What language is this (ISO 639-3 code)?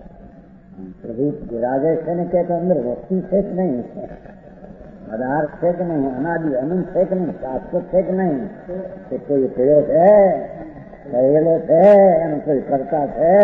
guj